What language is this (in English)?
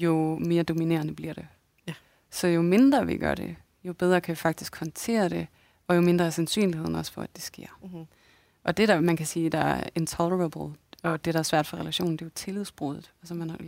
Danish